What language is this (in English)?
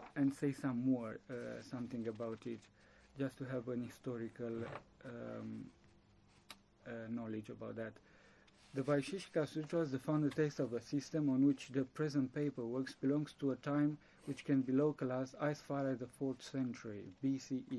English